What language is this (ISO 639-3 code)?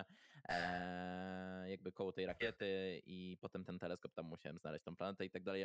pol